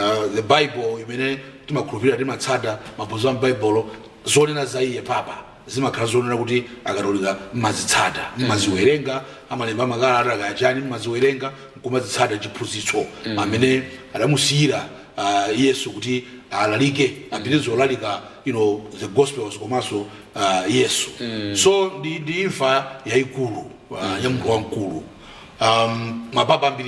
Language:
Nyanja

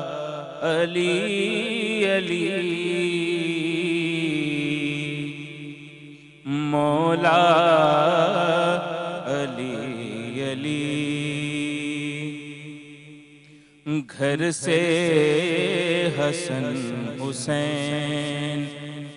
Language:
Urdu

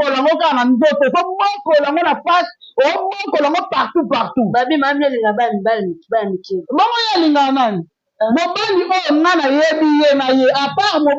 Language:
Lingala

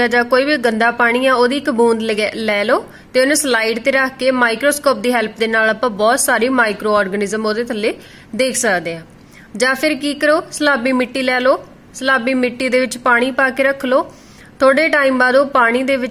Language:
Punjabi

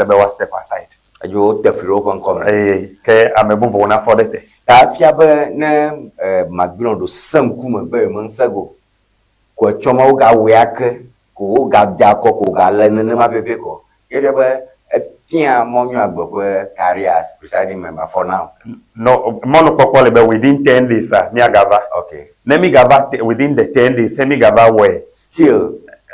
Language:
Ewe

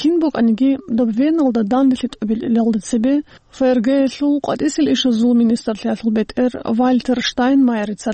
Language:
Avaric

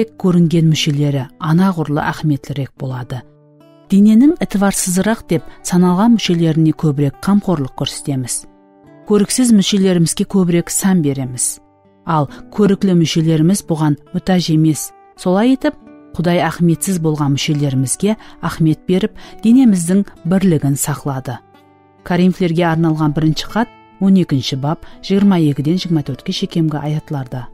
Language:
Kara-Kalpak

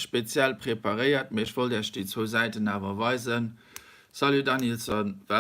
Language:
Luxembourgish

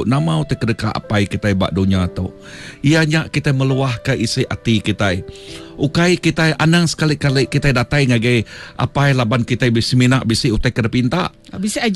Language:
Iban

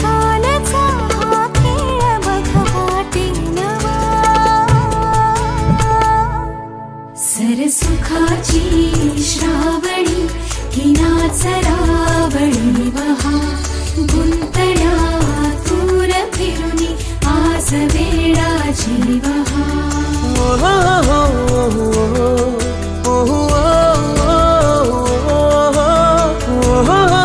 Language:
Marathi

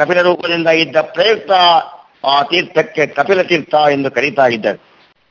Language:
Kannada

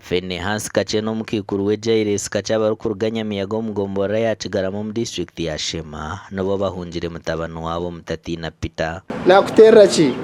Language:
Nyankole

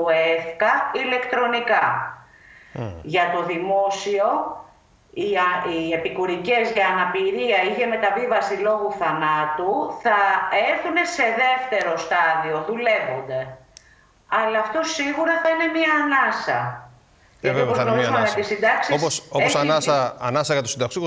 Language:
Greek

